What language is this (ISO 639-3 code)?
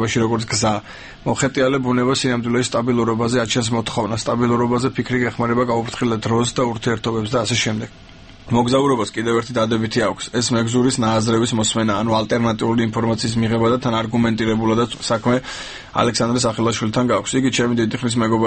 kat